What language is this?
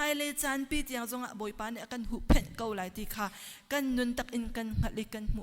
Hakha Chin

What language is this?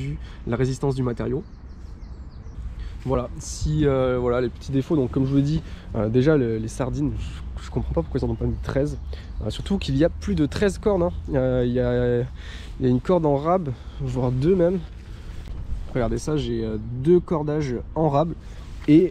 French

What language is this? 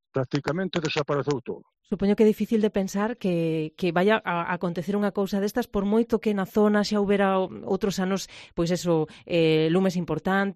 Galician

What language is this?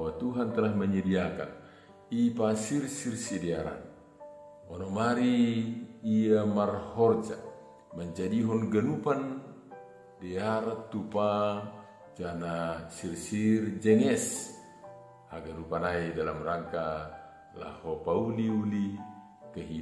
Batak Simalungun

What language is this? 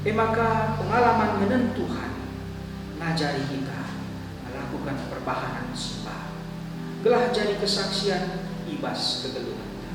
Batak Karo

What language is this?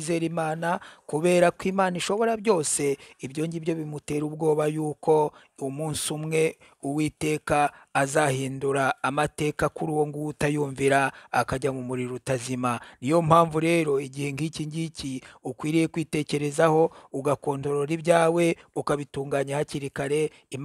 Kinyarwanda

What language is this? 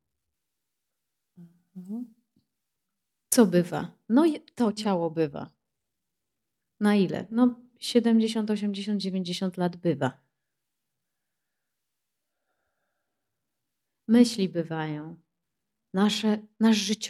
Polish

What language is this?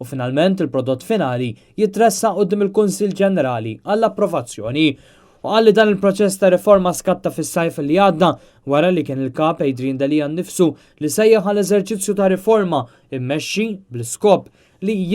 Maltese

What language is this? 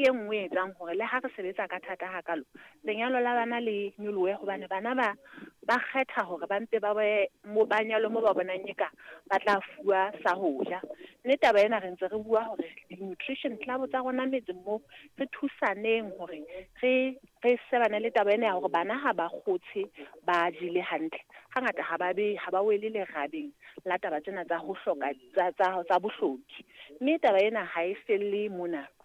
Southern Sotho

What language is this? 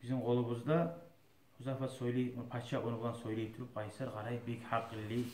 Kumyk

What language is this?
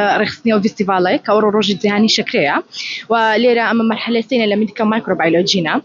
Central Kurdish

